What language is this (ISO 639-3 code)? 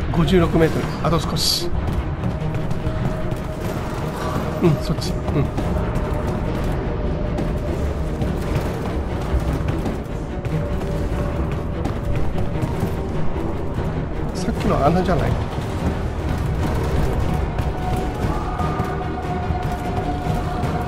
jpn